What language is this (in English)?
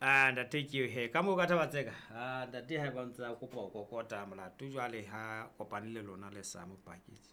Southern Sotho